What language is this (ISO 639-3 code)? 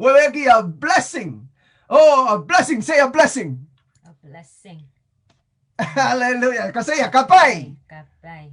pon